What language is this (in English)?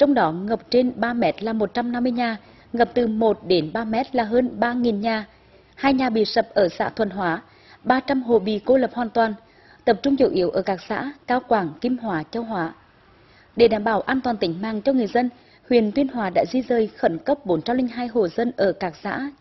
Vietnamese